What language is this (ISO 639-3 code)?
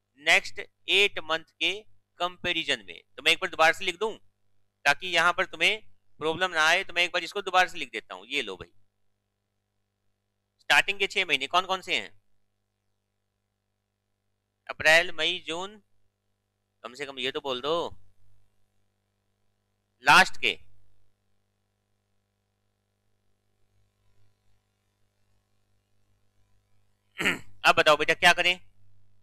hin